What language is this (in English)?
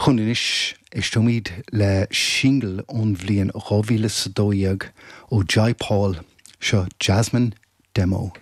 Irish